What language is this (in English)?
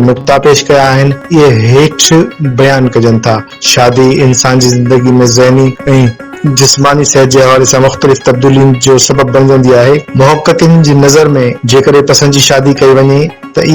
Sindhi